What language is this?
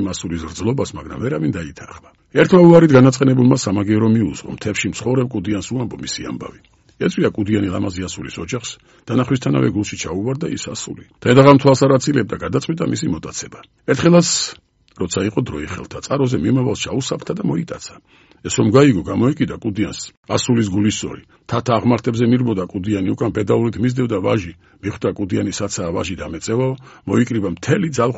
Georgian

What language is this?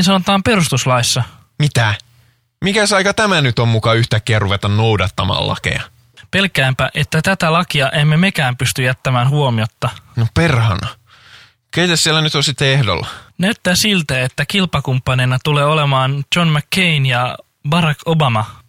Finnish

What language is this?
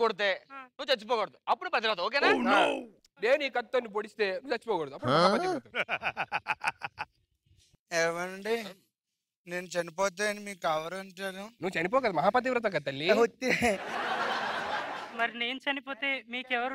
Telugu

